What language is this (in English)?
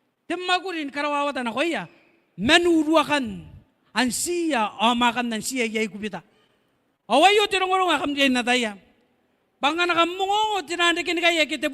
Gilbertese